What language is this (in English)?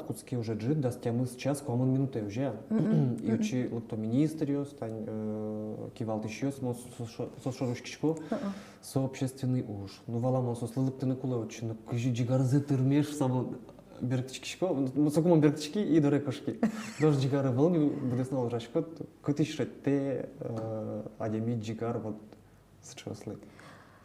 Udmurt